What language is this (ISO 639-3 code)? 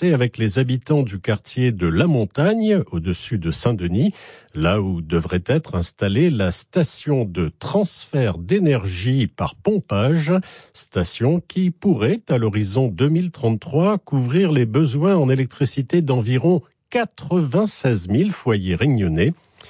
fra